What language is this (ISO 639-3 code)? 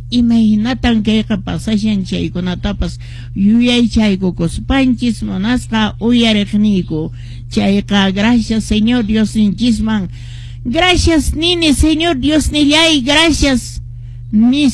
que